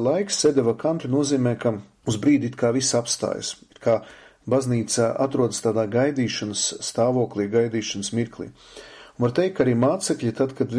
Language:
Latvian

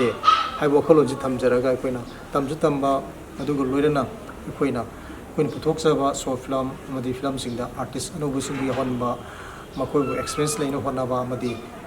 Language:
Manipuri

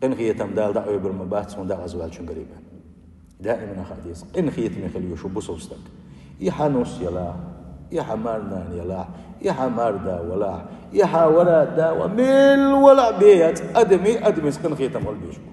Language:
Chechen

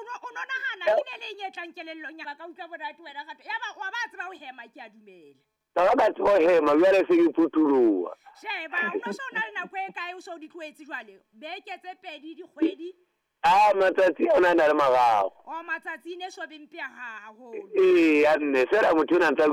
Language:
Southern Sotho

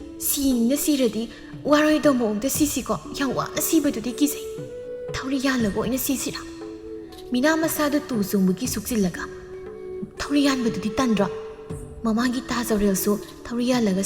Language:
Manipuri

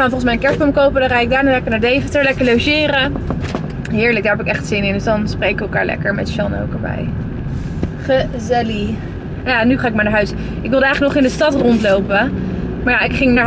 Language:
Dutch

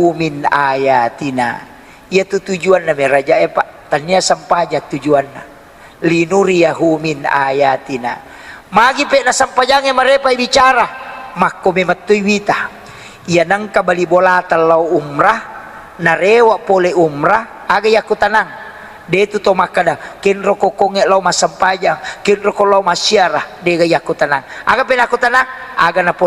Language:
Buginese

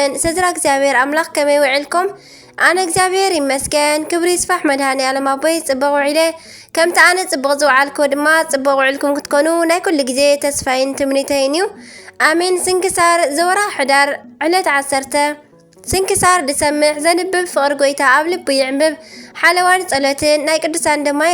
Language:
Tigrinya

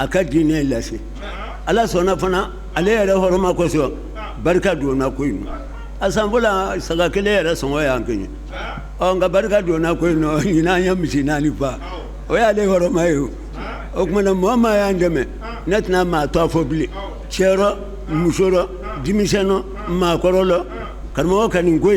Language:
Bambara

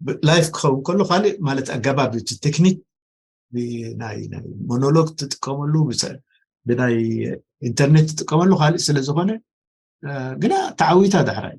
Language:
Tigrinya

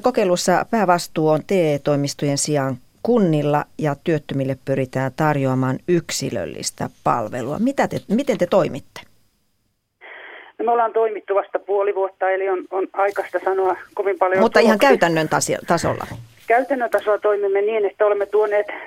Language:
Finnish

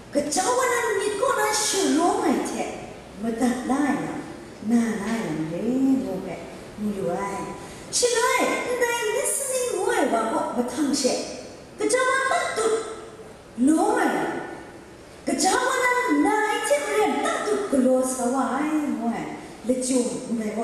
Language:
Kachin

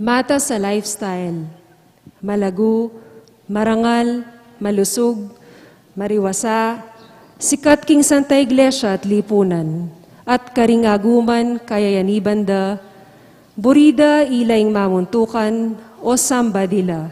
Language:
Pampanga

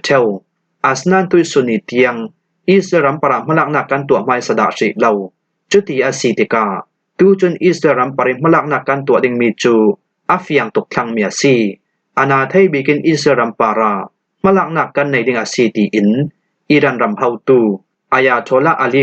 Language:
Falam Chin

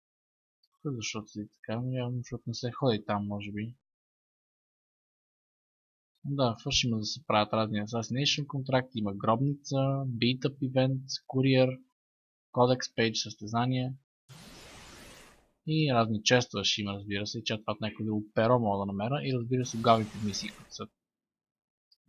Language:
Bulgarian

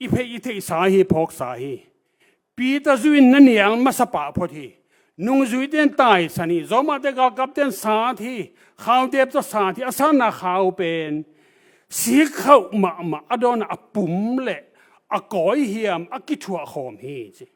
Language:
Tedim Chin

